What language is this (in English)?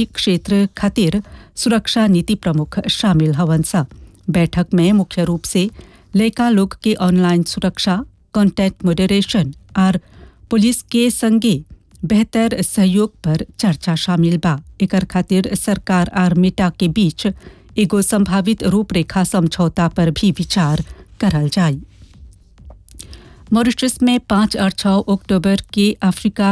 Bhojpuri